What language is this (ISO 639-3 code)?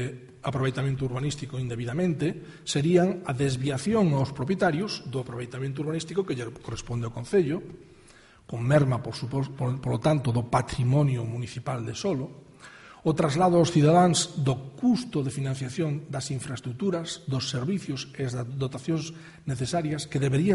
glg